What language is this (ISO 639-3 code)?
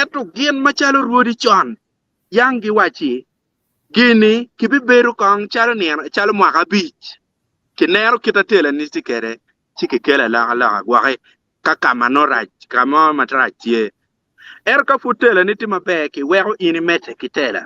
ach